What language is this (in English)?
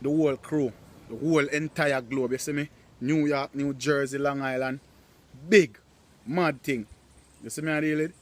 Jamaican Creole English